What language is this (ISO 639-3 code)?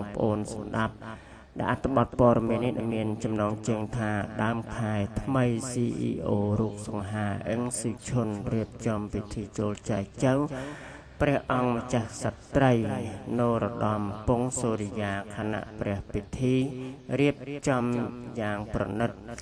khm